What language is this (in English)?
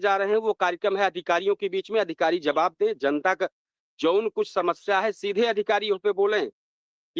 Awadhi